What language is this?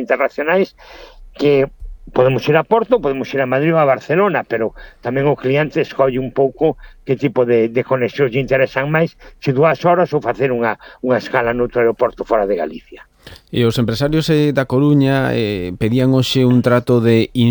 Galician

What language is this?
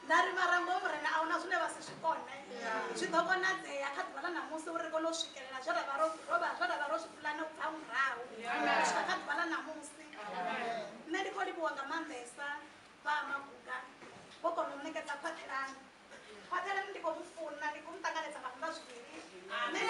Venda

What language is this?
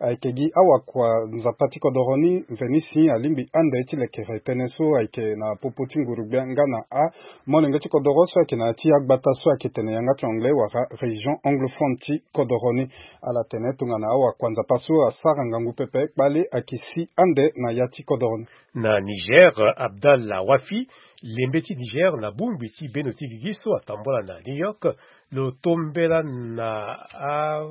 Sango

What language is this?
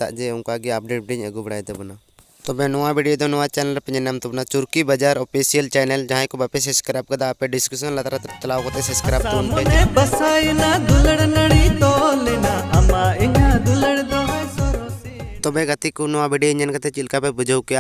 Santali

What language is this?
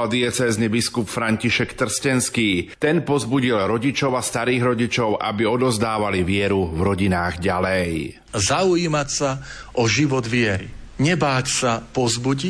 Slovak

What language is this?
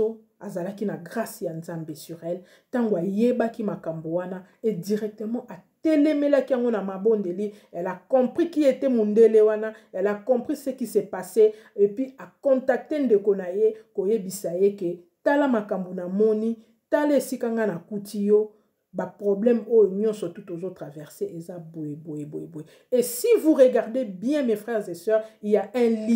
Lingala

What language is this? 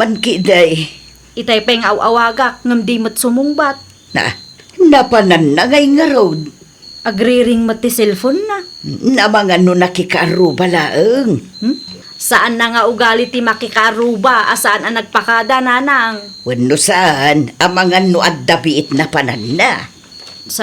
Iloko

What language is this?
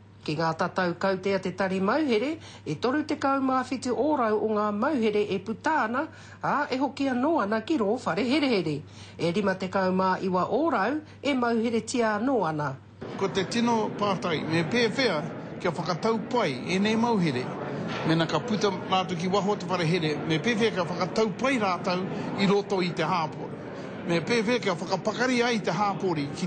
Māori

